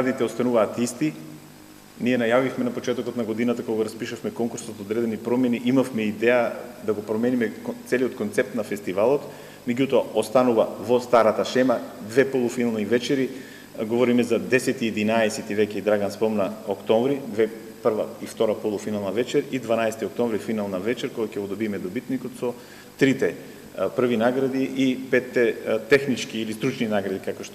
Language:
Macedonian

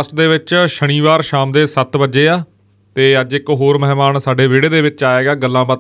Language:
Punjabi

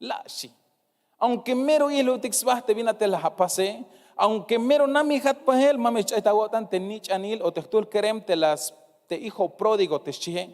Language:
Tzeltal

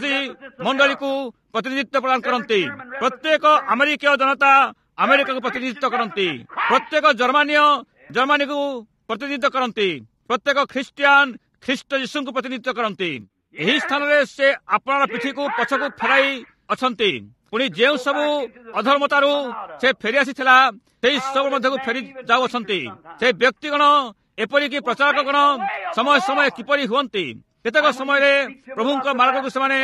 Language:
Odia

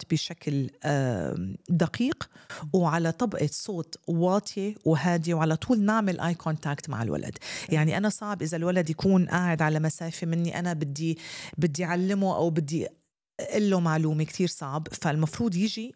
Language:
North Levantine Arabic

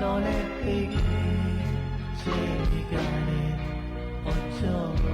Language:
Lahu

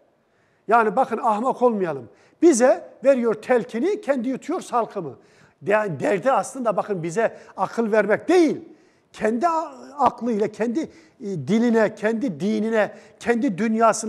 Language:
Turkish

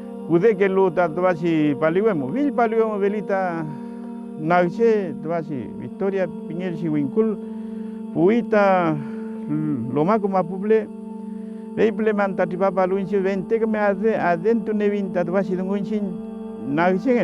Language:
Mapuche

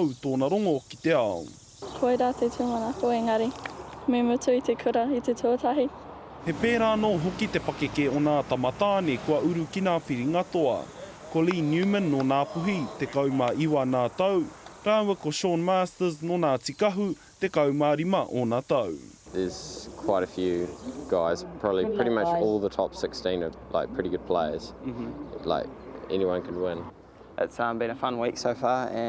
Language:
Māori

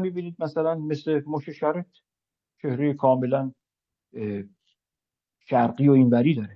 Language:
Persian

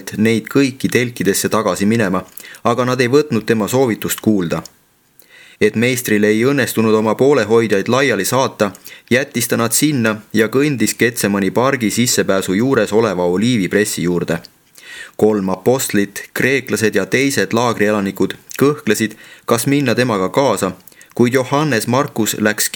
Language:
Estonian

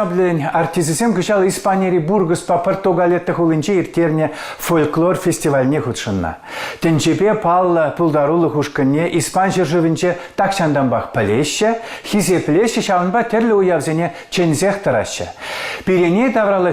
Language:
Chuvash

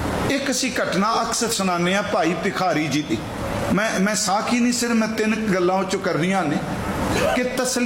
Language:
Punjabi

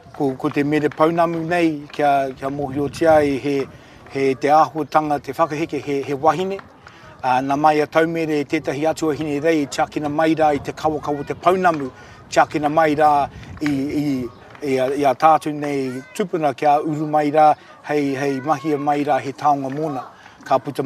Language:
Māori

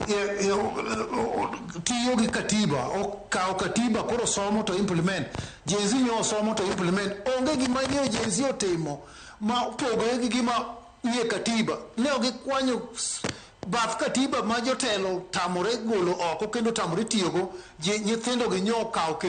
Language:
Luo (Kenya and Tanzania)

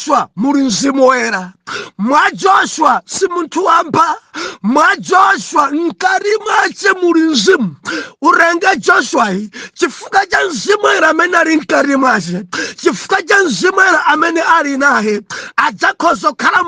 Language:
Nyanja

